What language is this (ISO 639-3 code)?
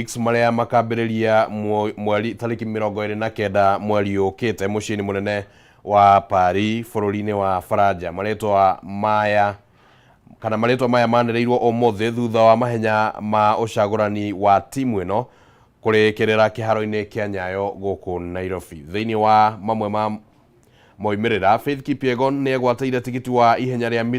kik